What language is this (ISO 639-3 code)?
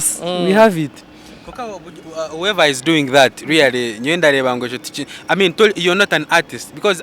nyn